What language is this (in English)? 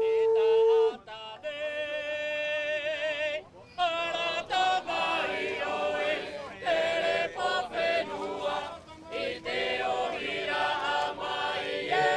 Tahitian